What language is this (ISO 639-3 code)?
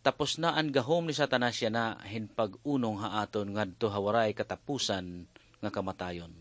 war